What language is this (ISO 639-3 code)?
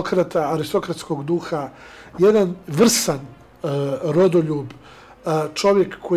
srp